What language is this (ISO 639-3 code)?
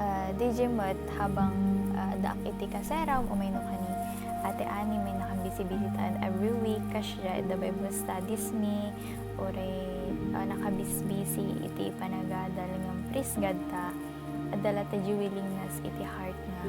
ilo